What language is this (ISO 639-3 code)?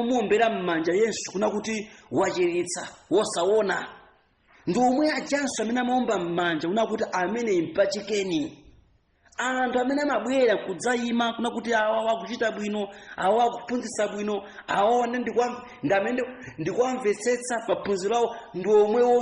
nya